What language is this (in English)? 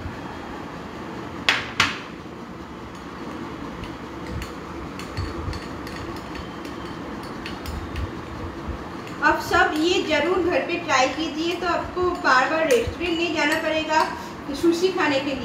Hindi